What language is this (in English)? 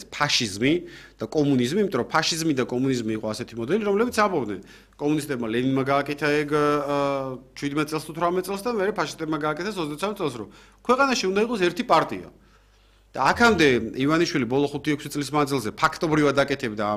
Georgian